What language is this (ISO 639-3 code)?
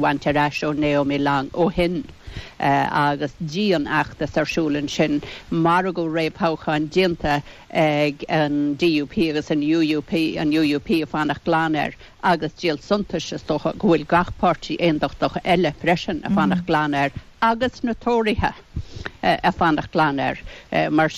gle